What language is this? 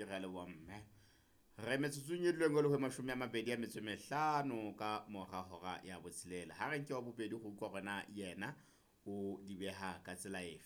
Southern Sotho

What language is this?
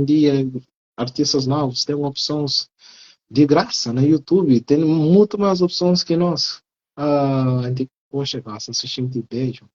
Kabuverdianu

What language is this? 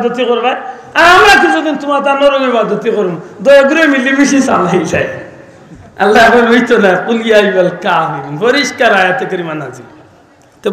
Sylheti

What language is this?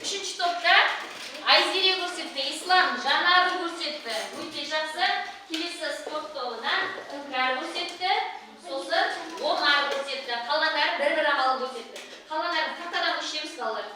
Kazakh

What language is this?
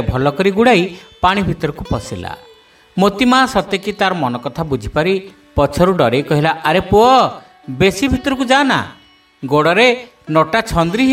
Odia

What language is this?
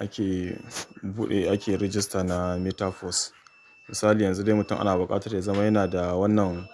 Hausa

